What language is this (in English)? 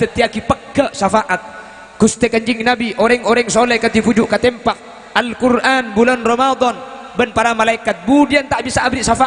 Madurese